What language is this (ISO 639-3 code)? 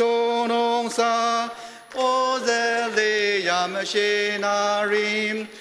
njo